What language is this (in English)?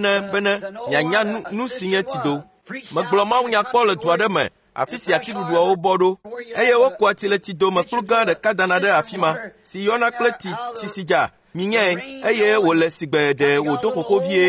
Ewe